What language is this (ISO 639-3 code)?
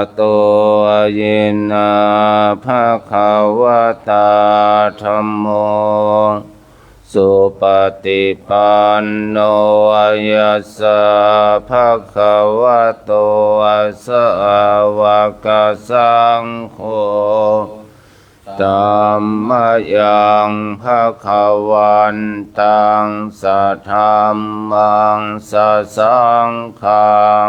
pli